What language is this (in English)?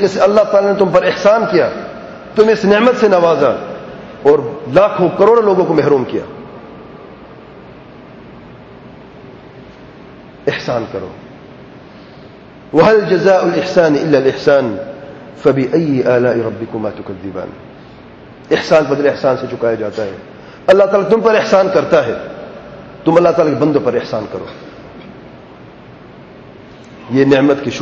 Urdu